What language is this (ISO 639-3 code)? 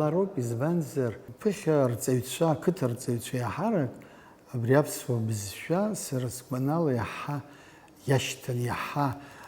abk